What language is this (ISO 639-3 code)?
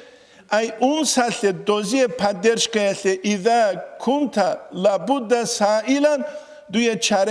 ava